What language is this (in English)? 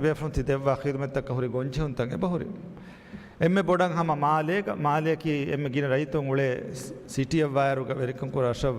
Divehi